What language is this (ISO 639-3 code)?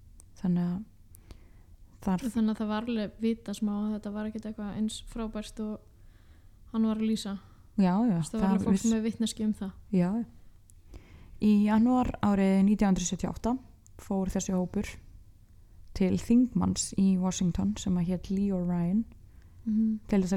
isl